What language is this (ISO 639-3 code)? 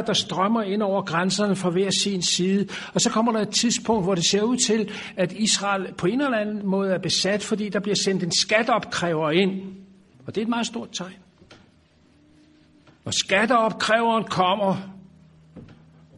dan